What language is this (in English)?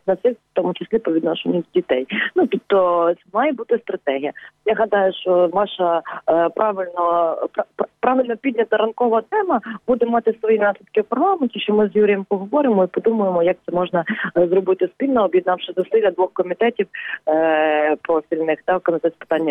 Ukrainian